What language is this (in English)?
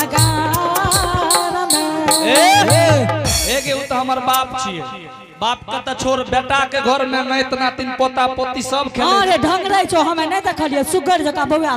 Angika